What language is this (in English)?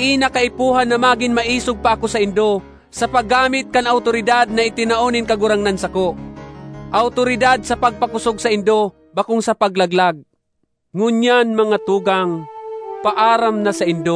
Bikol